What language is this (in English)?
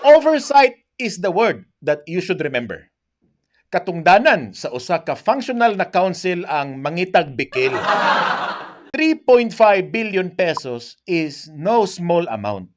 Cebuano